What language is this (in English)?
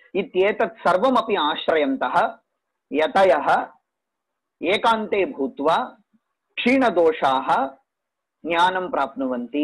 Sanskrit